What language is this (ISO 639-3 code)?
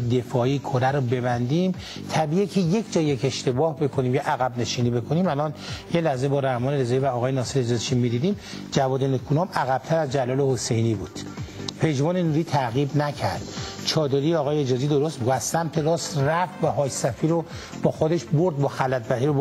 fas